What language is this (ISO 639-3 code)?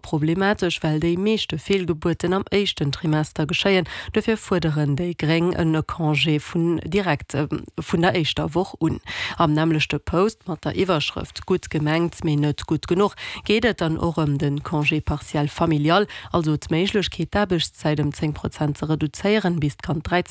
ltz